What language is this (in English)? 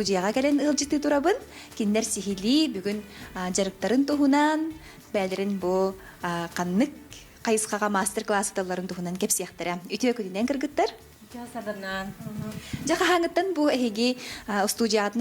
Yakut